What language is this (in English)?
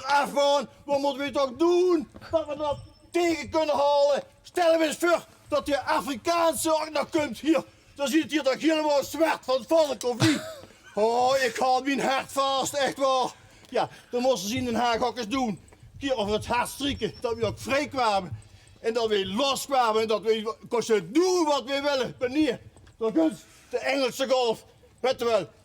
Limburgish